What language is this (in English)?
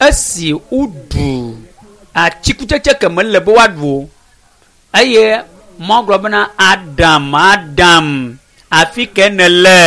Ewe